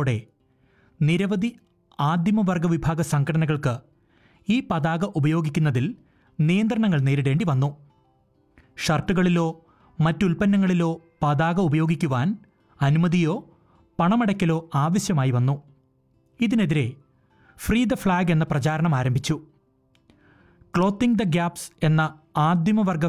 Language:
Malayalam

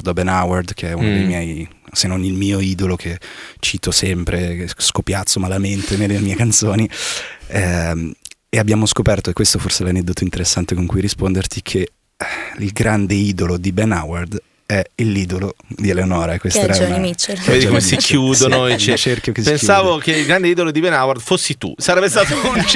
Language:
Italian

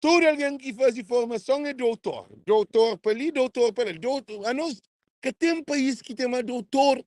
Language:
Kabuverdianu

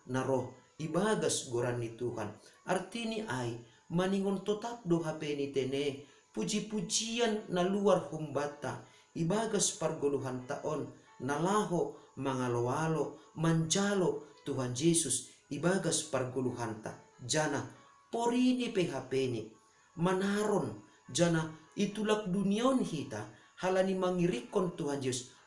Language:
Batak Simalungun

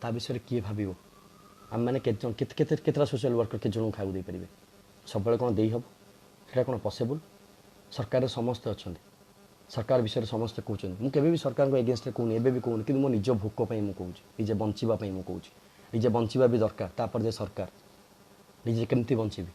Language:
Odia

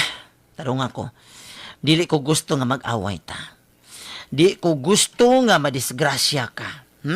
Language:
Cebuano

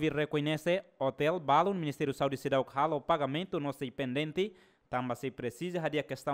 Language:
Tetum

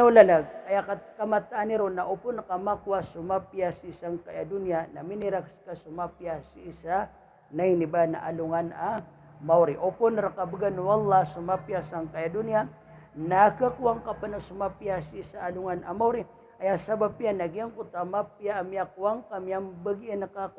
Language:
Maranao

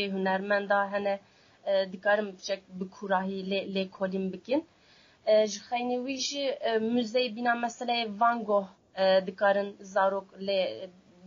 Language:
Kurdish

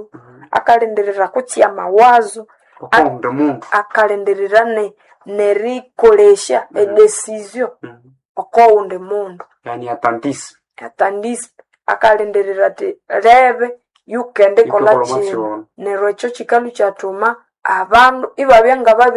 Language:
Nande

